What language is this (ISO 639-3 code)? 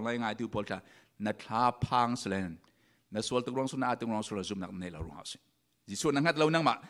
cfm